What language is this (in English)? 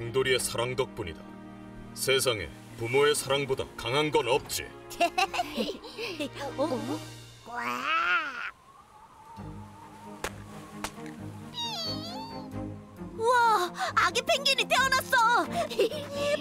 Korean